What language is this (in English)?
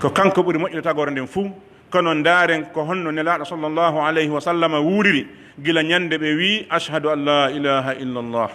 Pular